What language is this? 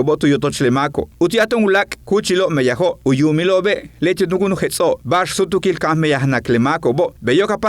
Yucateco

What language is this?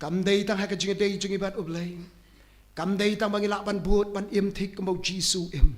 Khasi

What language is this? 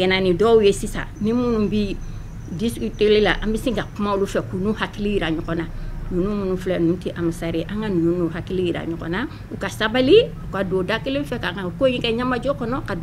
Bambara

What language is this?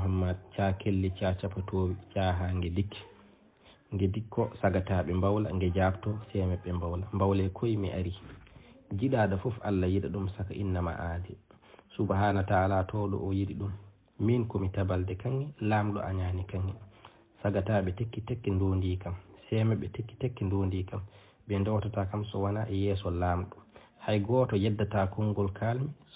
Fula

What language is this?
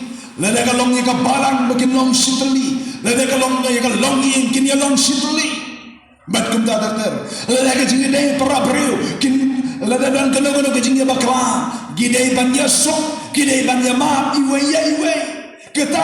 Khasi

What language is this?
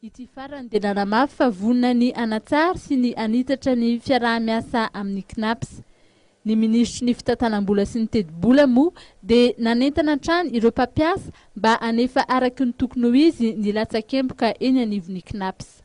Malagasy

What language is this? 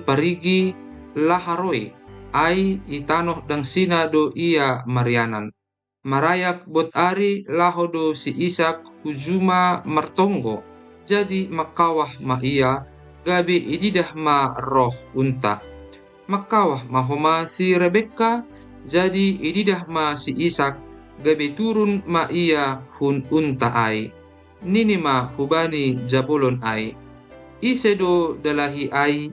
Batak Simalungun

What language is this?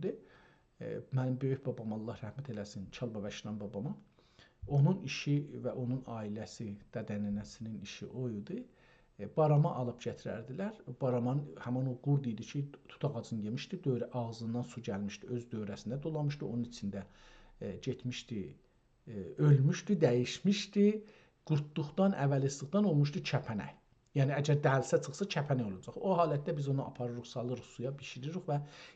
South Azerbaijani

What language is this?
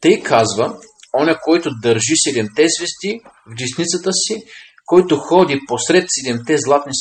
Bulgarian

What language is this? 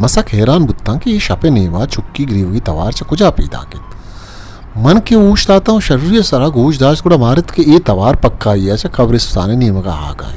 Eastern Balochi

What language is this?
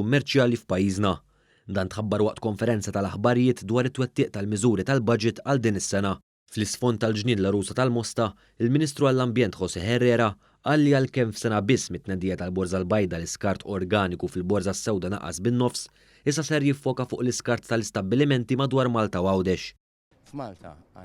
Maltese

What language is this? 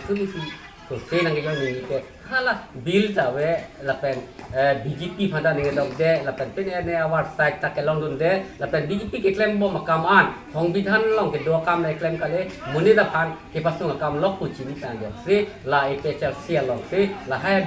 Karbi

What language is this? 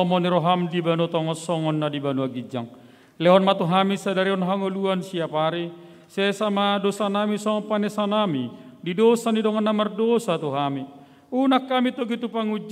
Batak Toba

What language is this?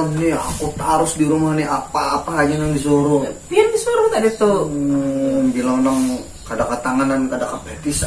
Banjar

